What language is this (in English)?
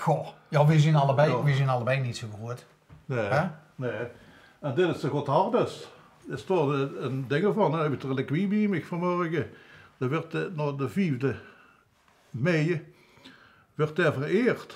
Limburgish